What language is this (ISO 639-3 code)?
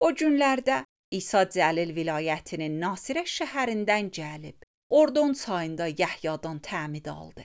aze